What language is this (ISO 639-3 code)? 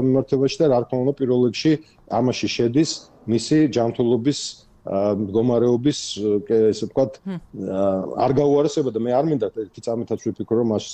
kat